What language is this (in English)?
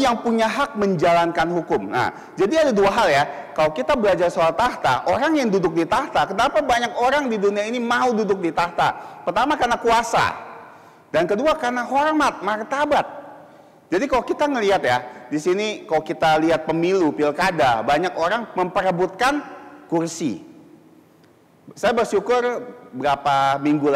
Indonesian